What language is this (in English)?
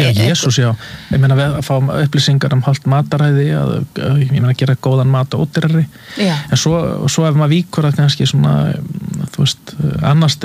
Icelandic